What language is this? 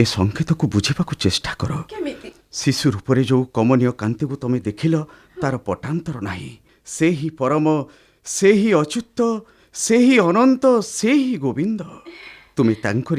Odia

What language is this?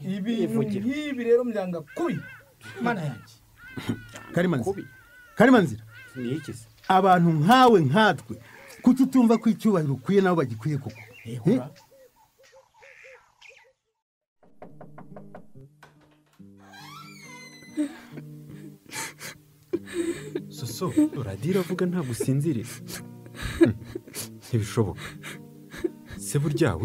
Kinyarwanda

